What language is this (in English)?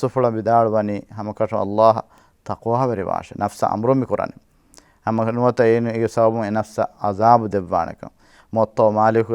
Divehi